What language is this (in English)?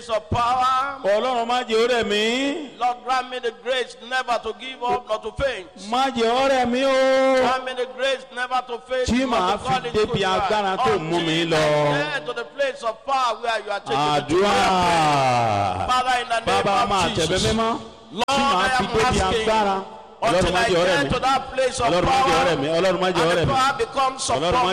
Yoruba